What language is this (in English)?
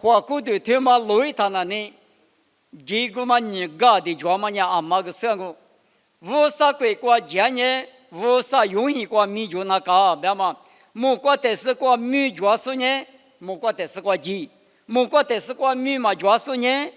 Lisu